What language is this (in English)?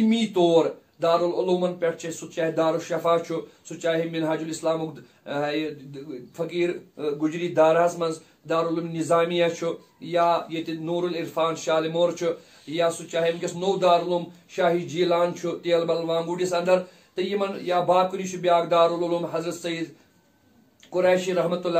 Kashmiri